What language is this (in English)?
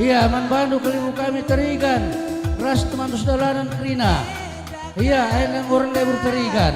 Batak Karo